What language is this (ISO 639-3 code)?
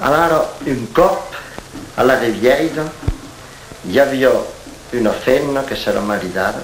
oci